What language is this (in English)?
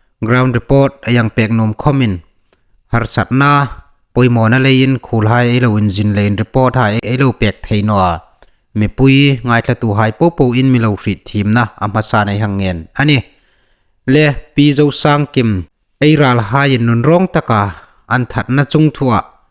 Hmar